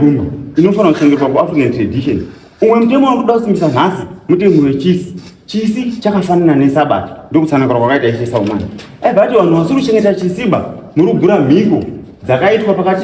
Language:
Shona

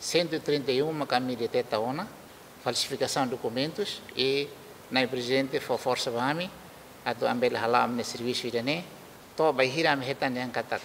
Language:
Tetum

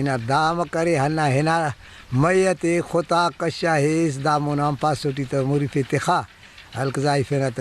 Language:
Brahui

